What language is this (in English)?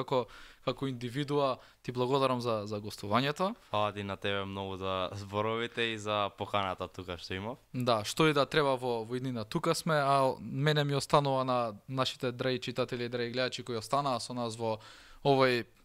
Macedonian